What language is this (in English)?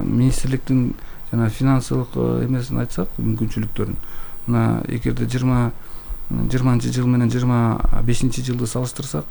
Kyrgyz